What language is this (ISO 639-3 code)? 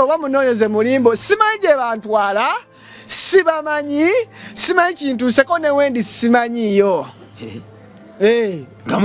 lug